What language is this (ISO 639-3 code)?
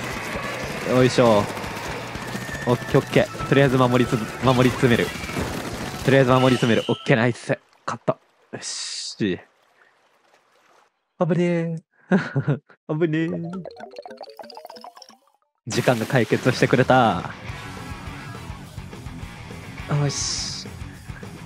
jpn